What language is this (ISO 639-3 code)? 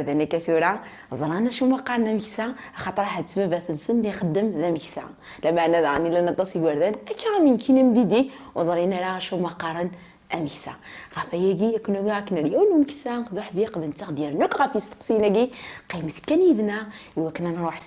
kab